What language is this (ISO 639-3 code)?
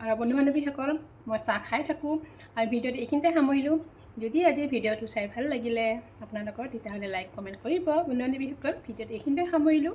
asm